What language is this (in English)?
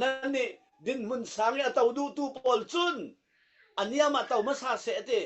Falam Chin